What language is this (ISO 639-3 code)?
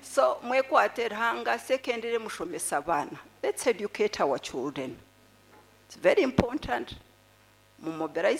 nyn